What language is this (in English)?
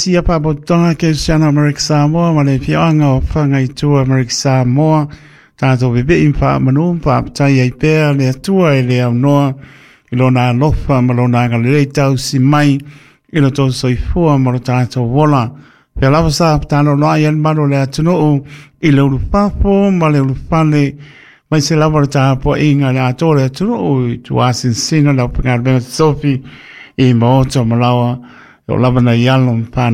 Samoan